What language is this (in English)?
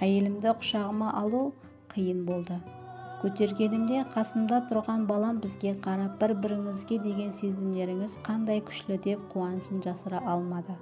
Kara-Kalpak